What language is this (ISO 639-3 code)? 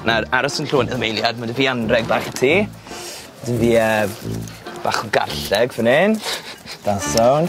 cym